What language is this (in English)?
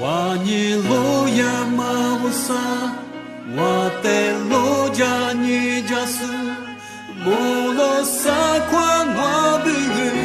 Lisu